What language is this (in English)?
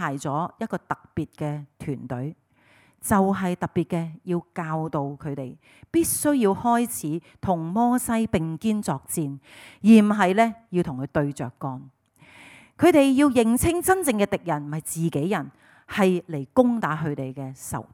Cantonese